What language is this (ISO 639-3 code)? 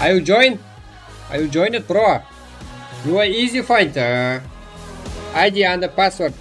kaa